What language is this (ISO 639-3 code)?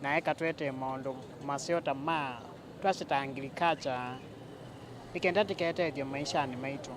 kam